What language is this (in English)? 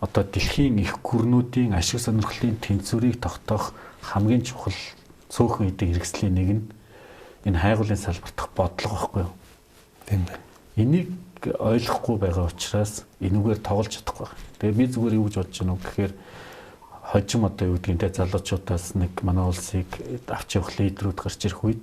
Mongolian